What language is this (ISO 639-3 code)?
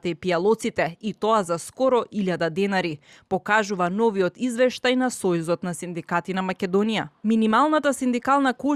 mkd